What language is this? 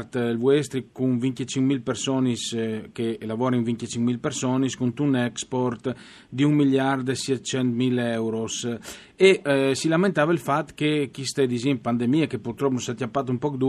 Friulian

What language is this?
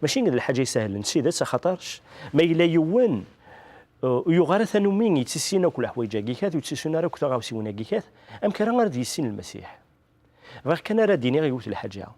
Kabyle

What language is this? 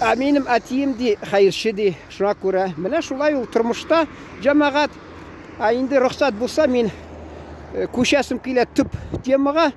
Tatar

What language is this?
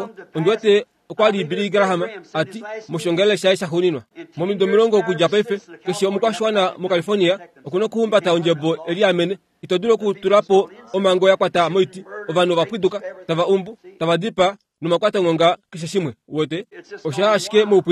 Kuanyama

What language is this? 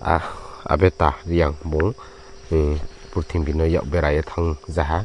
Riang (India)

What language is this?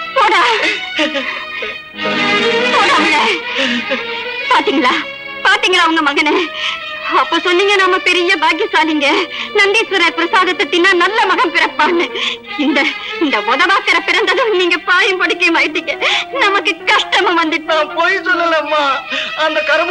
Tamil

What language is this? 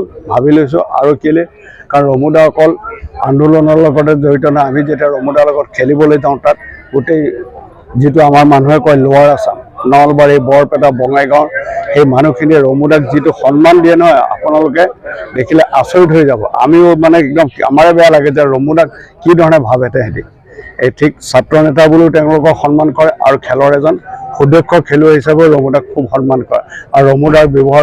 Assamese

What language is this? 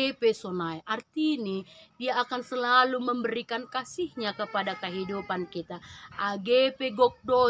Batak Simalungun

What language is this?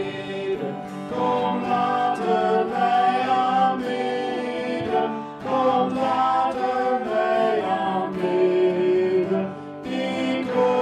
Dutch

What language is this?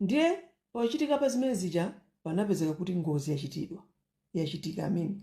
Nyanja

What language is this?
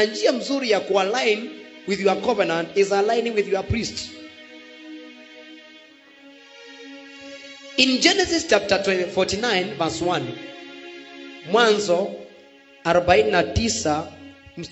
Swahili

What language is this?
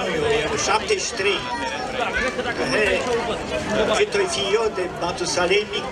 Romanian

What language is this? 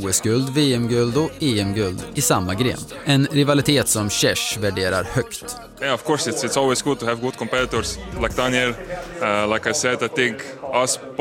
Swedish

